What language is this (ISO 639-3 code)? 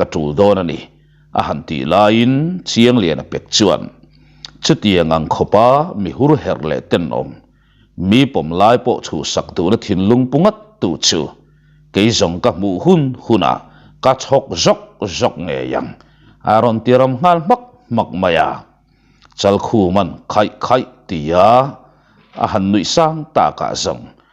lus